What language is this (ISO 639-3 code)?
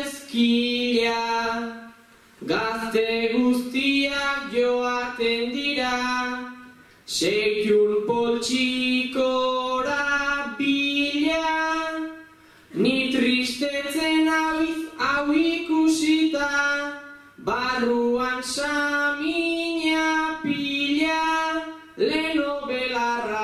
eus